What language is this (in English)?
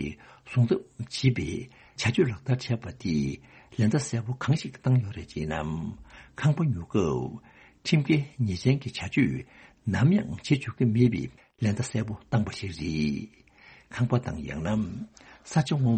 Tibetan